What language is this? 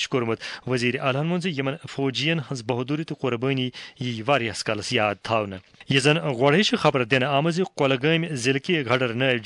Kashmiri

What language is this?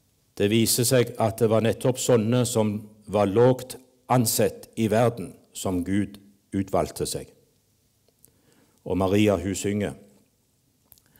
Norwegian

